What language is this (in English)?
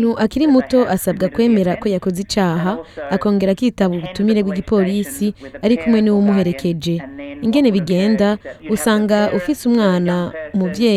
Rundi